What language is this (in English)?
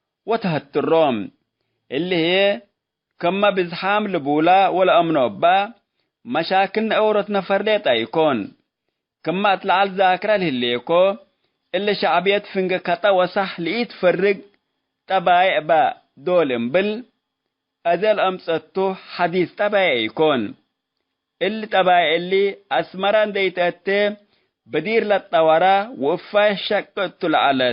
Tigre